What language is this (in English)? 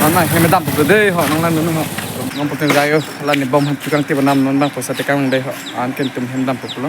Karbi